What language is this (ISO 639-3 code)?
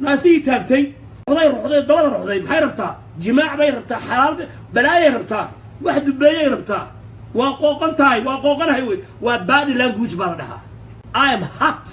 som